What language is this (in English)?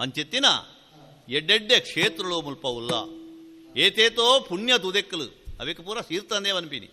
Tulu